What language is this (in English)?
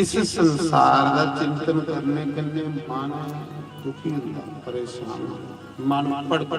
Dogri